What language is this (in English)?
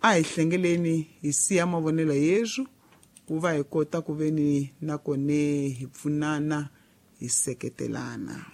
Tsonga